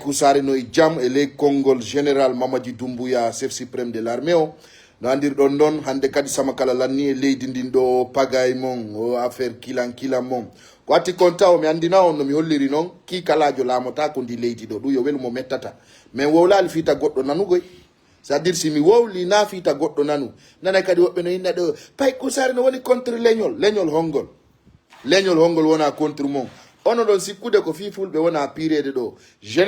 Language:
Fula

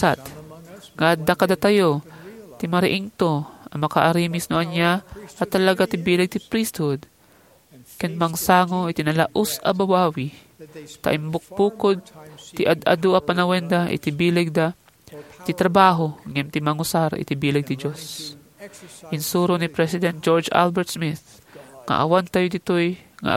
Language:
Iloko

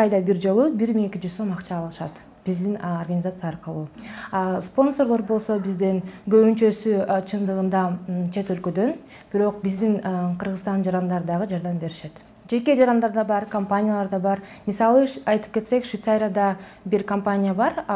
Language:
Kyrgyz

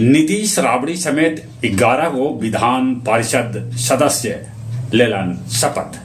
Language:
Magahi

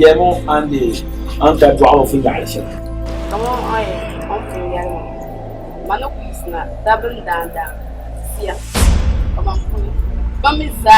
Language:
Dagbani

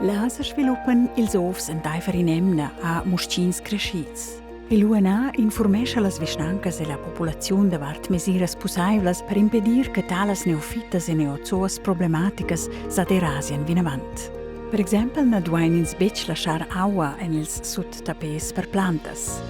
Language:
Romansh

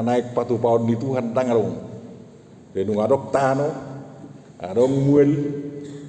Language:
Batak Toba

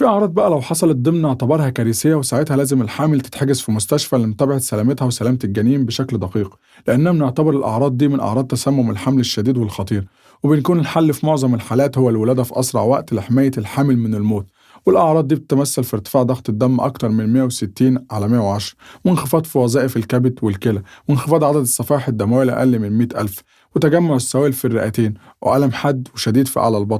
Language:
Egyptian Arabic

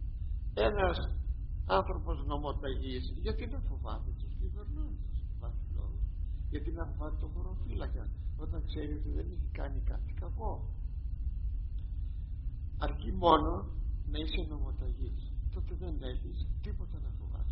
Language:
Greek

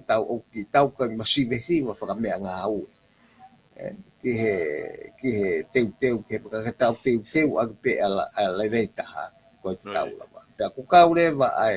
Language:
Tongan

